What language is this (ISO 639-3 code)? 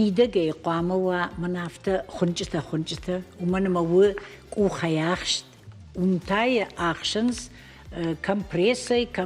oss